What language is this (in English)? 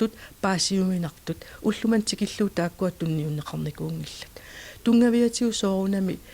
Kalaallisut